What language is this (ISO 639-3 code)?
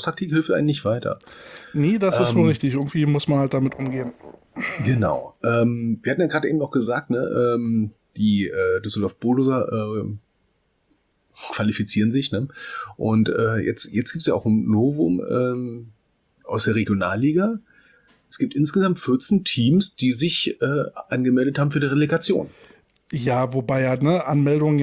deu